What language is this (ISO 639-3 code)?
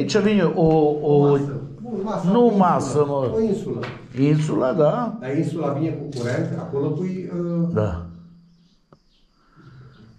ron